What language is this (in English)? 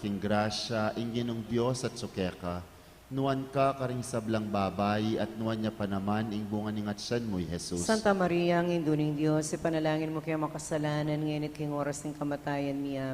Pampanga